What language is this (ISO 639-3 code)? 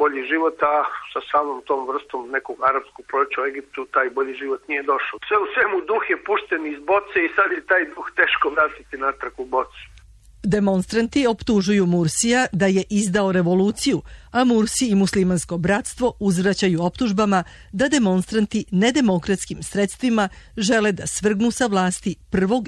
srp